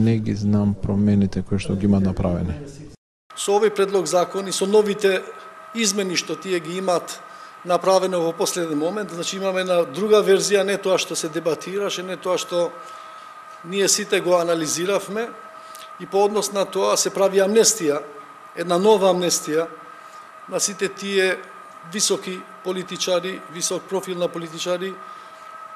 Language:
Macedonian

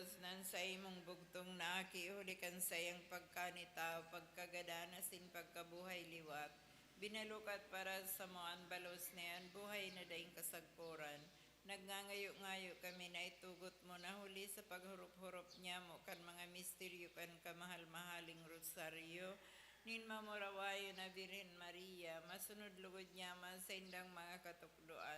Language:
Bikol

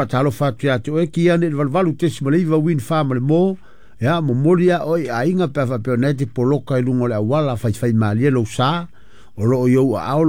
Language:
Samoan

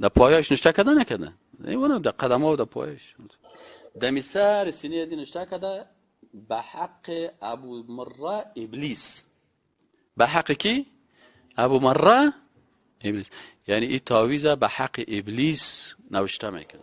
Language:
Persian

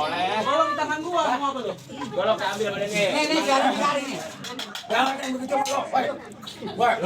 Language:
Betawi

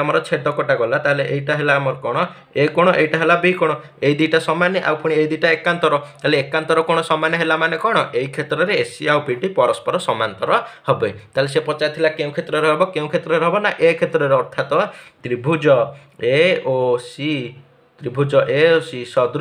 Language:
Odia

